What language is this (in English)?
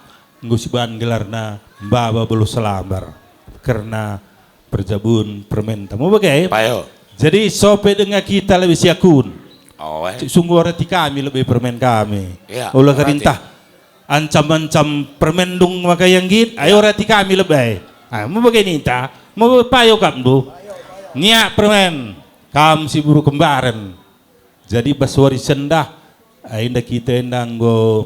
Batak Karo